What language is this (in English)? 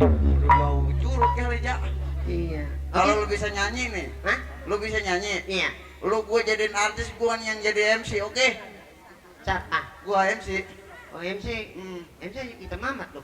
Betawi